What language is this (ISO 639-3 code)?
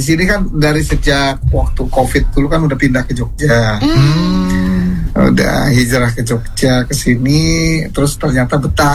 ind